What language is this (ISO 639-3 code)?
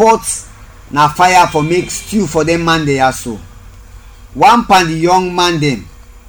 kri